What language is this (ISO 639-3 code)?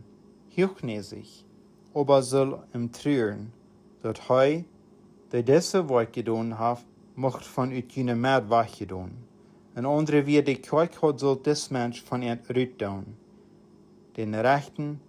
pdt